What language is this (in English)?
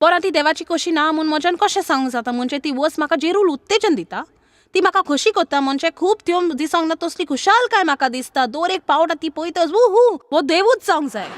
Konkani